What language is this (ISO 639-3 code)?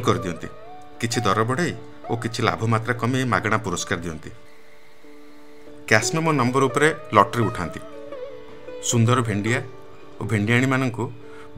ori